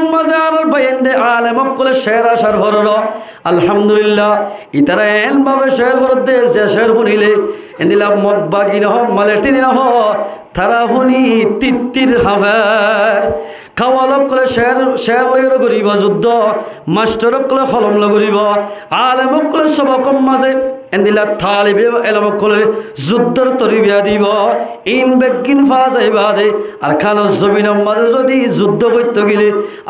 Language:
Rohingya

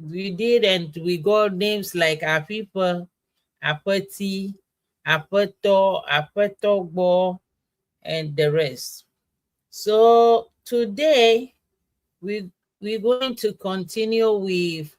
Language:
Ewe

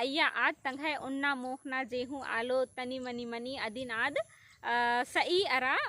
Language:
Kurukh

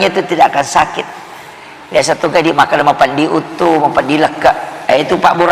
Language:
Buginese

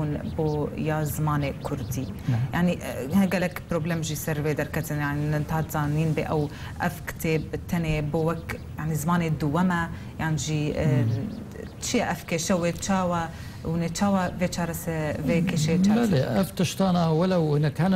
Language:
Kurdish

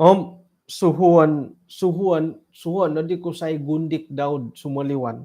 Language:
Central Dusun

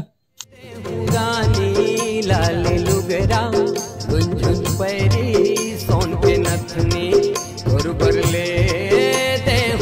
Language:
Chhattisgarhi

